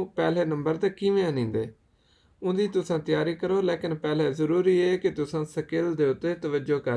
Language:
Saraiki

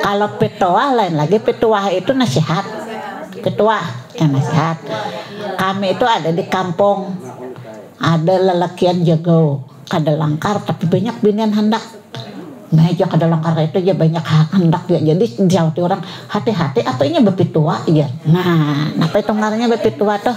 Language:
Banjar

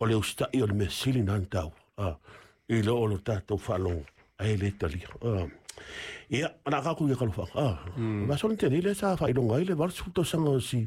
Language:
Samoan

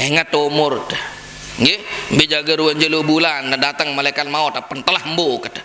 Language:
Sasak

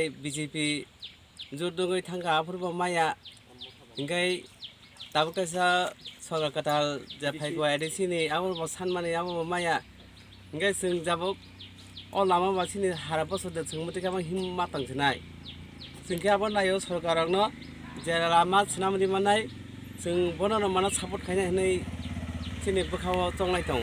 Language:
Kok Borok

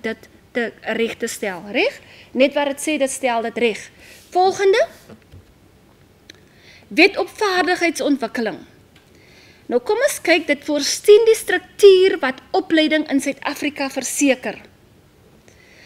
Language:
Afrikaans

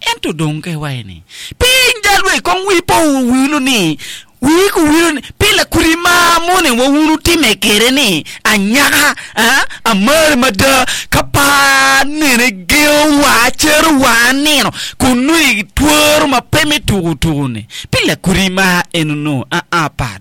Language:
Acoli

